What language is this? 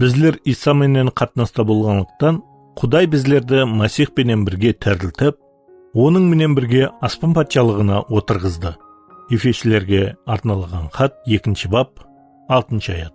Kara-Kalpak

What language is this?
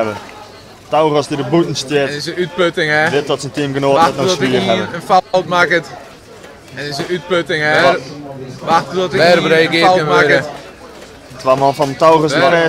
Western Frisian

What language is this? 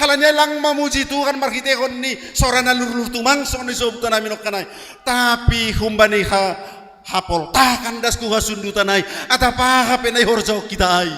Batak Simalungun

